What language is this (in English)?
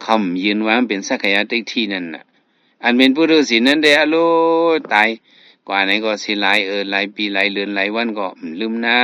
Shan